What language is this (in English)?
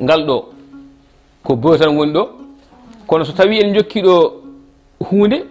Fula